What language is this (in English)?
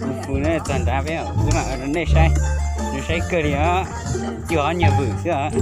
Hmong